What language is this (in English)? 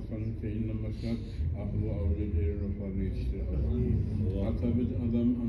Kumyk